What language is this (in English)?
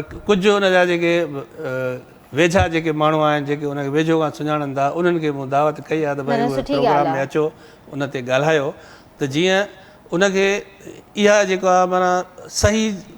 Sindhi